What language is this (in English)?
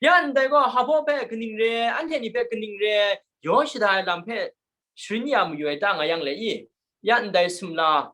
Kachin